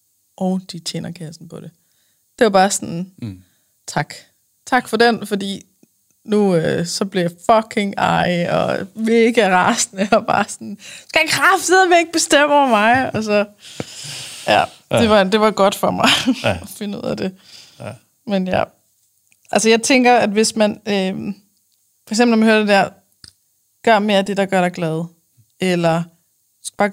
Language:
Danish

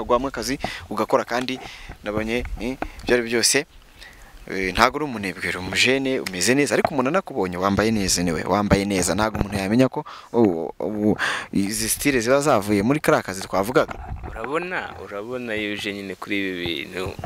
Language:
Kinyarwanda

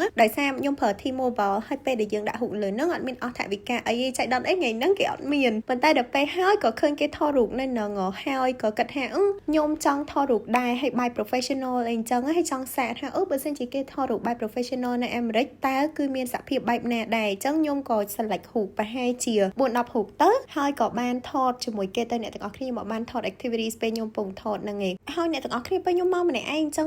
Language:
Khmer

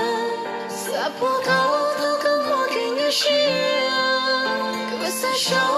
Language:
Hmong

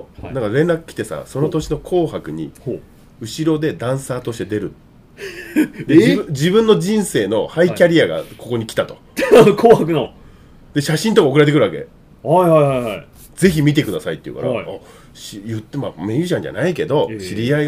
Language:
Japanese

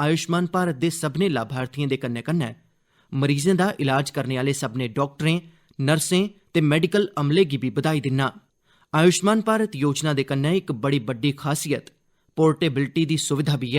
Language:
Dogri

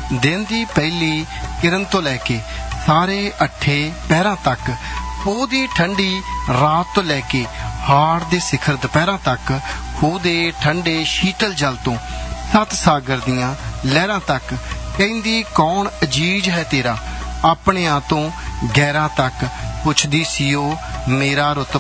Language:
Punjabi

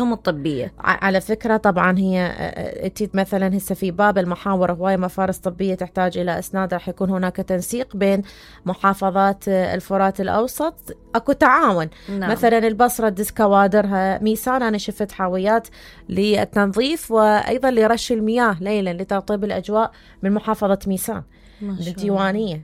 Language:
Mesopotamian Arabic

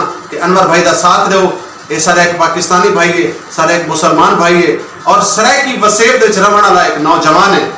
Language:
Saraiki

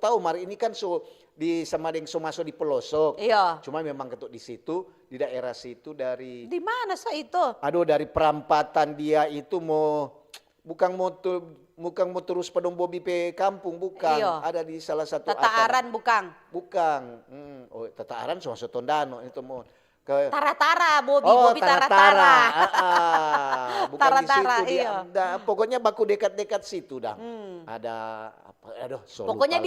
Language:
Manado Malay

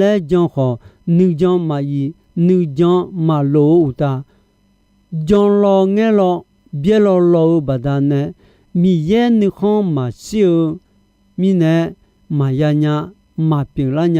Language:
Akha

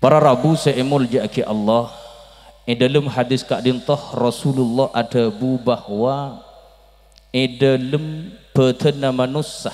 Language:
Madurese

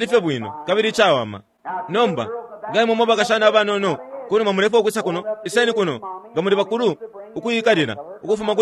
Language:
Bemba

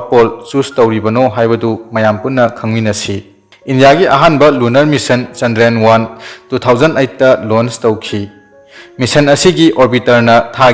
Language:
Manipuri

